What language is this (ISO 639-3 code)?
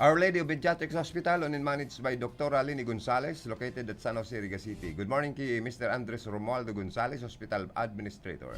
bik